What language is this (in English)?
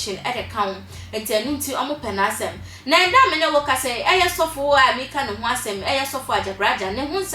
Akan